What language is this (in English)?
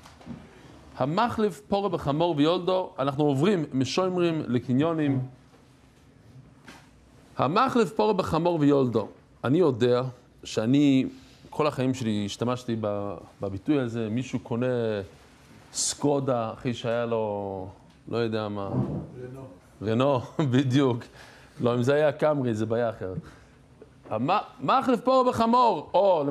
Hebrew